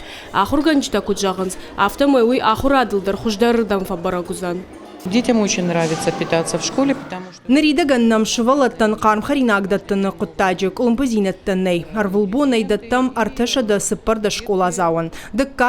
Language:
Ossetic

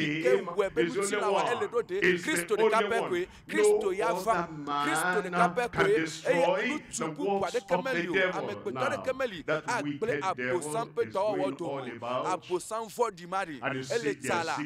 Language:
Ewe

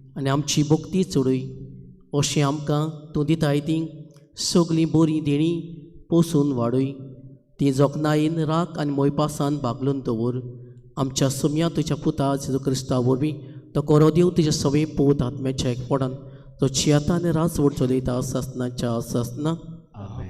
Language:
Konkani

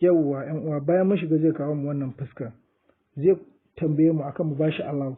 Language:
Hausa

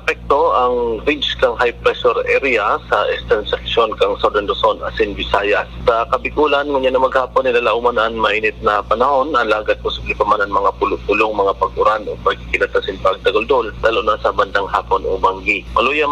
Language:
Bikol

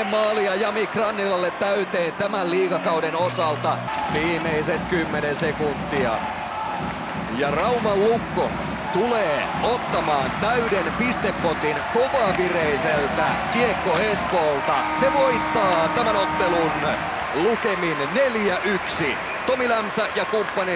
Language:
Finnish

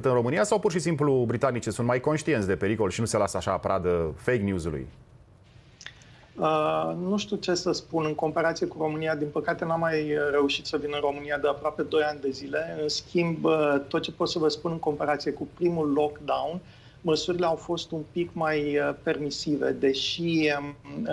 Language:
Romanian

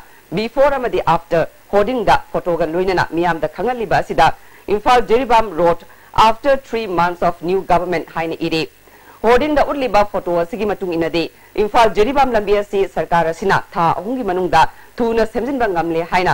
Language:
Manipuri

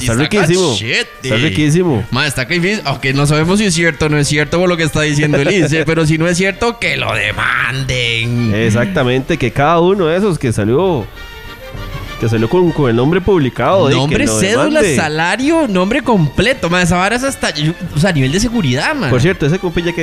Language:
Spanish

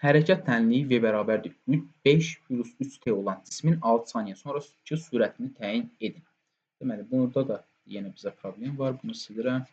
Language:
Azerbaijani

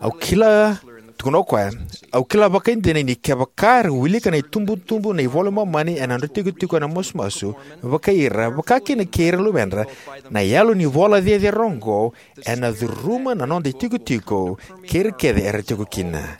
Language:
Fijian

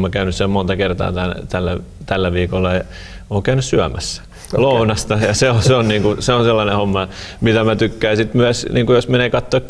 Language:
Finnish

